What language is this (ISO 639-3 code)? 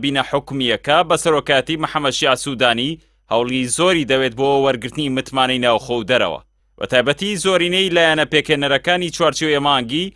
ckb